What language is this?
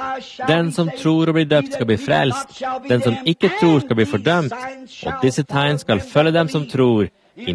Norwegian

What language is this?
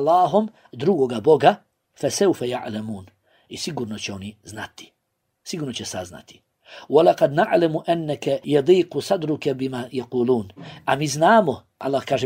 Bosnian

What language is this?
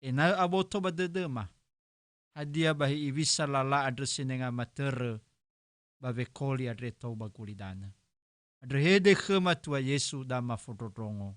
Nias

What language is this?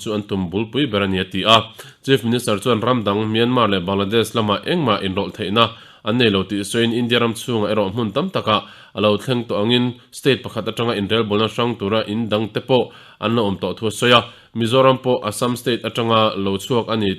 Mizo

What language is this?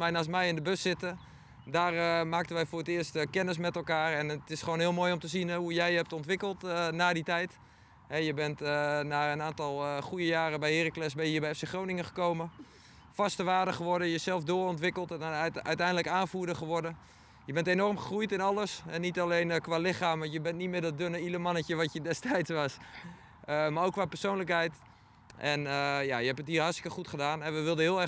Dutch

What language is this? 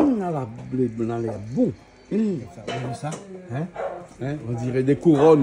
Réunion Creole French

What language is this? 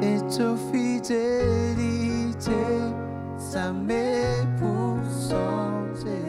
Morisyen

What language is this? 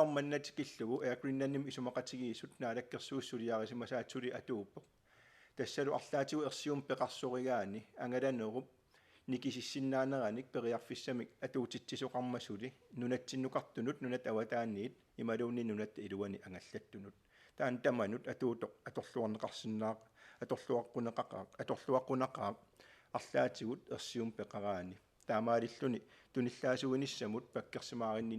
Kalaallisut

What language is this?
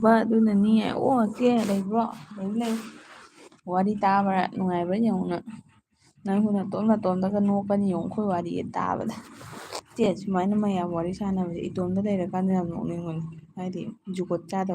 Manipuri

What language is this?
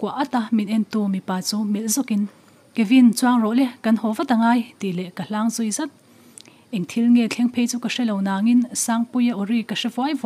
Mizo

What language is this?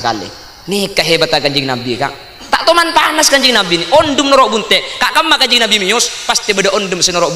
Madurese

